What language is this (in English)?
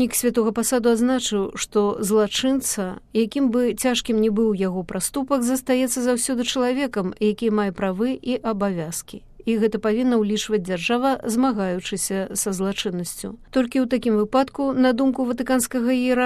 Belarusian